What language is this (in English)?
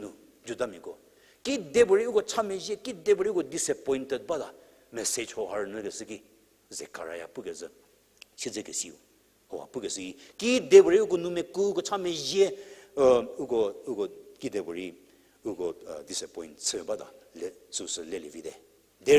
Angami Naga